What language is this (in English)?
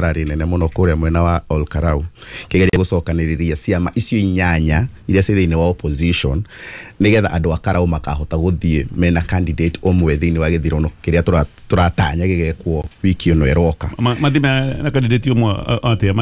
Kikuyu